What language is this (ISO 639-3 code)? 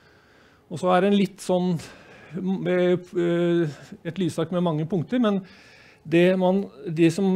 nor